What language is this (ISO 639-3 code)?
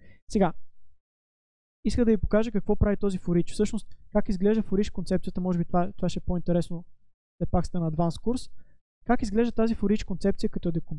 bul